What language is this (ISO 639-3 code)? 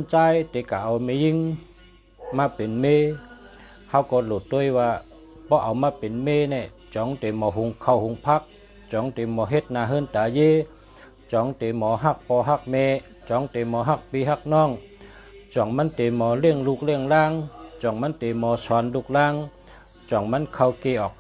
shn